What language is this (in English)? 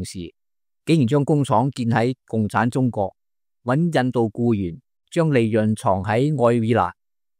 Cantonese